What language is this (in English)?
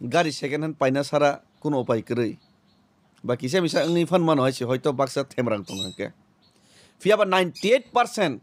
Kok Borok